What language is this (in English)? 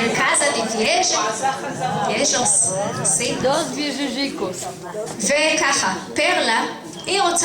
Ladino